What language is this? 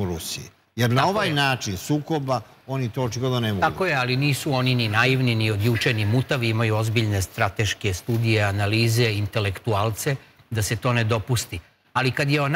Serbian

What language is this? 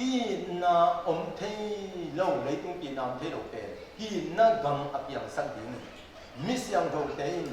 Tedim Chin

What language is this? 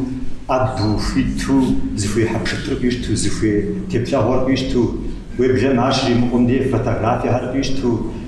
Kabardian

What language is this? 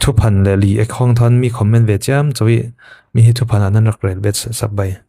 Falam Chin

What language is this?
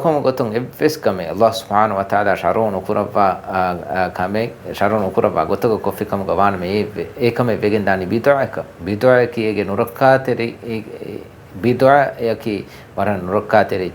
Divehi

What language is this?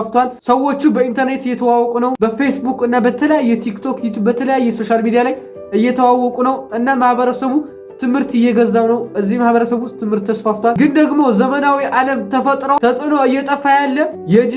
Amharic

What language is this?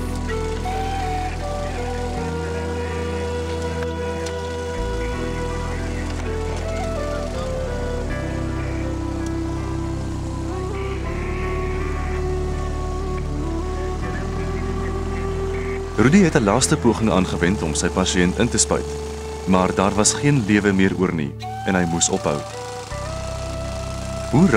Afrikaans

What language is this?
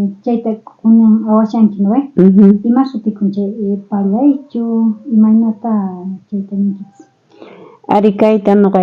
South Bolivian Quechua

